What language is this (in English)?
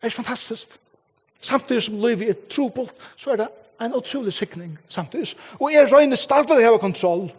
Faroese